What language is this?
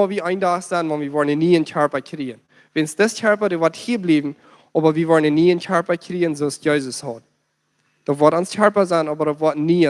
Plautdietsch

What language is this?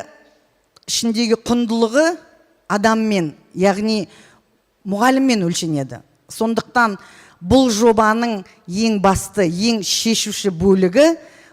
Kazakh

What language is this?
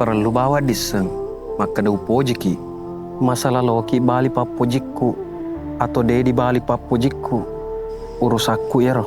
Buginese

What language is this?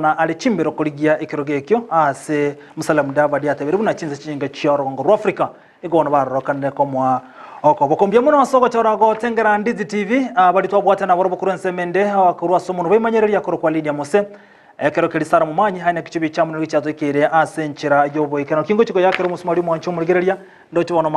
Gusii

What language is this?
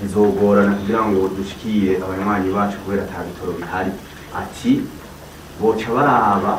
Rundi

